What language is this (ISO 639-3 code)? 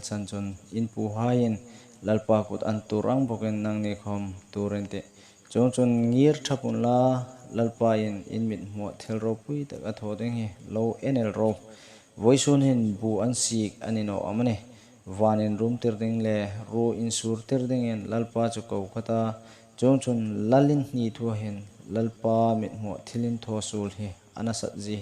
hmr